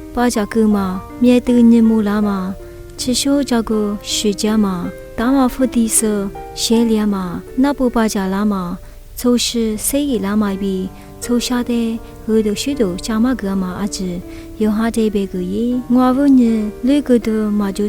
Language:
Lisu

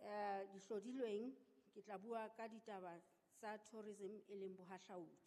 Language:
Southern Sotho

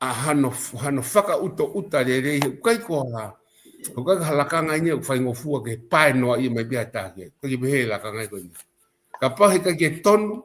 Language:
Tongan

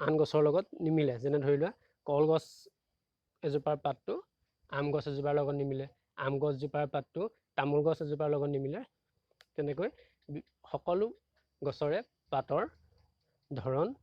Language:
Assamese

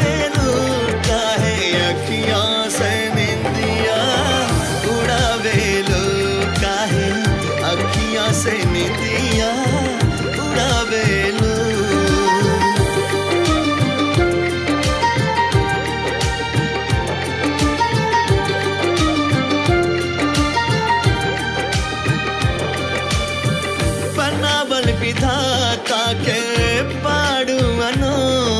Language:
Bhojpuri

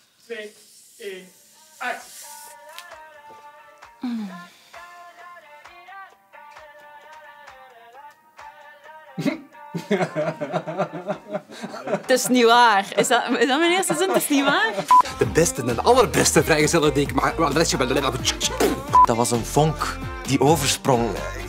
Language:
Dutch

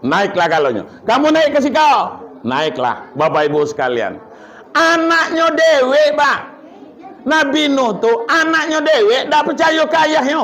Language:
Minangkabau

